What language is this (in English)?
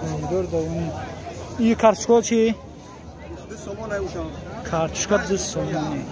Tajik